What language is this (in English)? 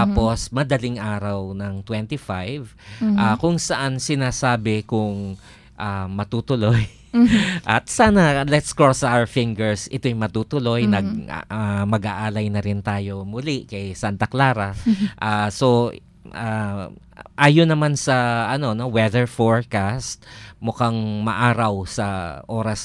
Filipino